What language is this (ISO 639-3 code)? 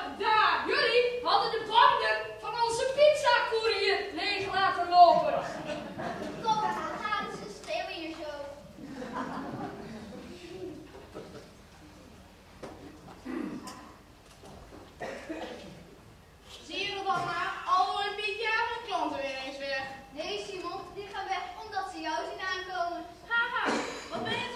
nld